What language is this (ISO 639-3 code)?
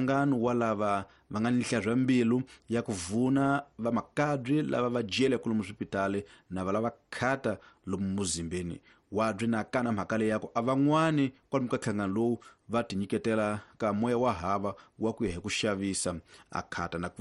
tso